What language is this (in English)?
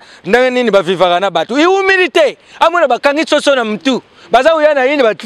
Lingala